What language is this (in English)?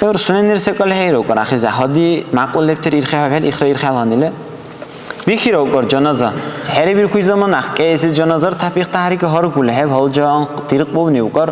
Dargwa